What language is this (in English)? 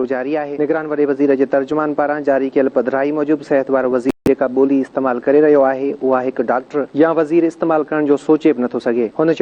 Sindhi